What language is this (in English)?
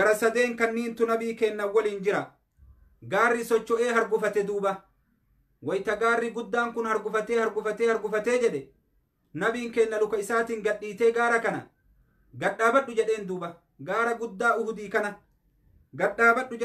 Oromo